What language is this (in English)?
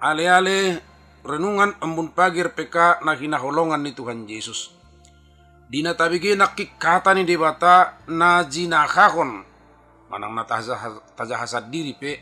Batak Toba